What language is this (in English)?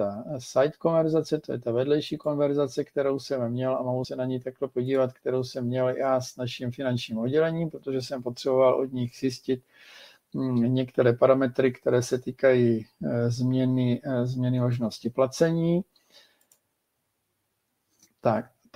Czech